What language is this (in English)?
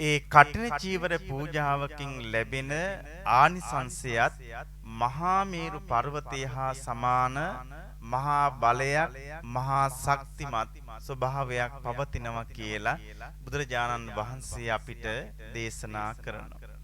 Sinhala